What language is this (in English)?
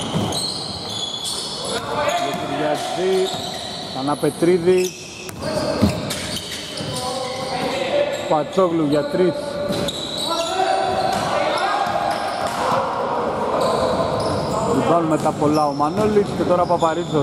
Greek